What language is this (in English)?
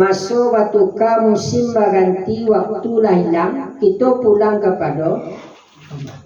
Minangkabau